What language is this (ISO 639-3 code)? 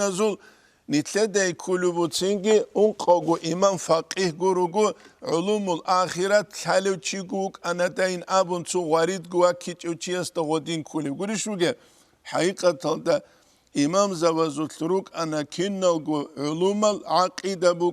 ava